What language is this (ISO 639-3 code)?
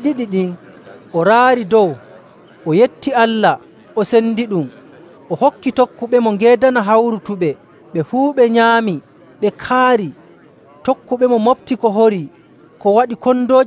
fuv